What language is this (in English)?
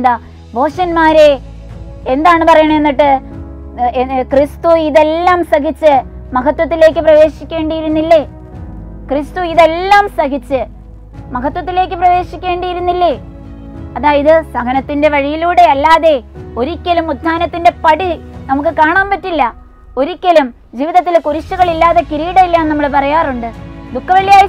Malayalam